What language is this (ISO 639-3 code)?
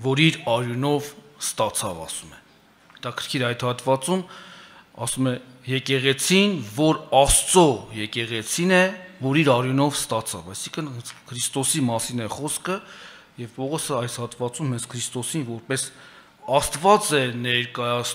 hye